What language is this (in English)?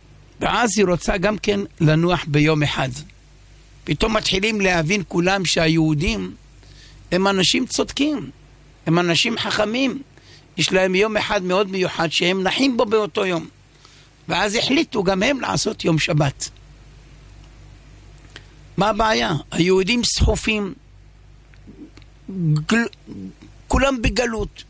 Hebrew